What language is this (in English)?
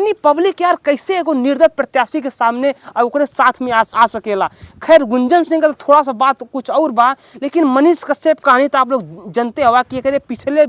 Bhojpuri